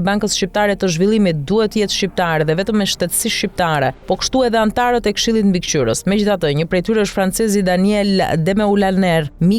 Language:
Albanian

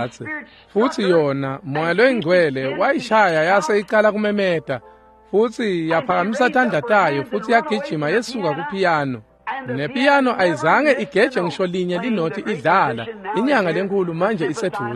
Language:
Swati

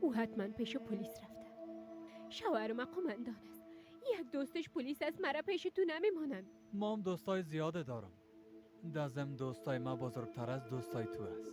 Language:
Persian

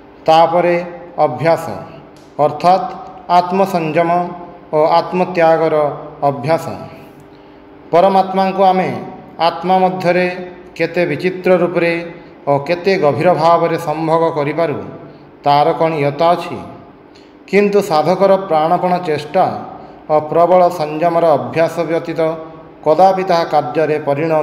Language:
Odia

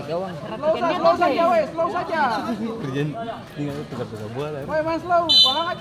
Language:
Ambonese Malay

